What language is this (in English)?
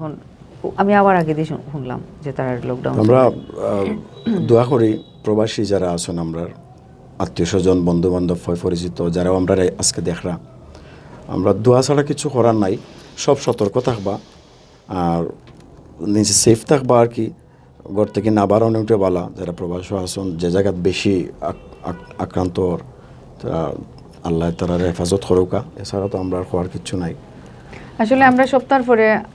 Sylheti